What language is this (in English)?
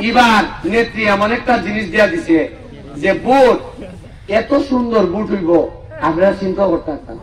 Sylheti